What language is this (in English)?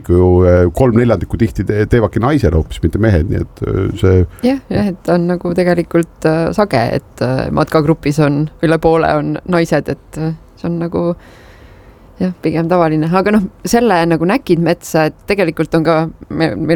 Estonian